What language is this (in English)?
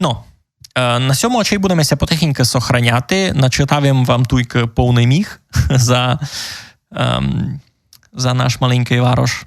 Rusyn